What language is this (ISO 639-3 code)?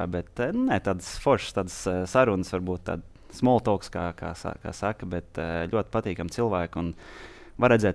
lav